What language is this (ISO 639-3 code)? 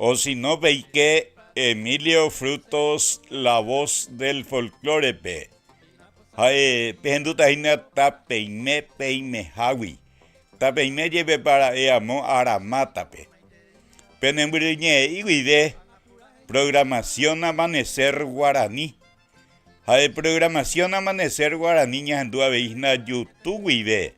grn